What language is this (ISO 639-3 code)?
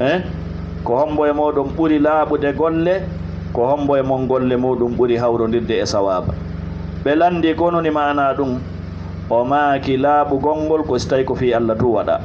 ful